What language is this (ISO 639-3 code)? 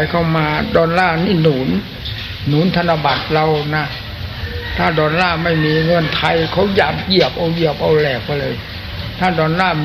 tha